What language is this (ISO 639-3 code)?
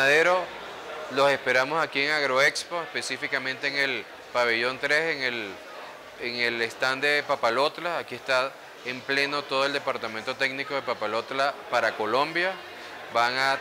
spa